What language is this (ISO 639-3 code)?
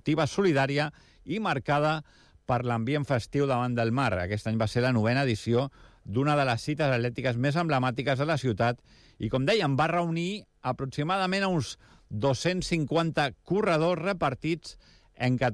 cat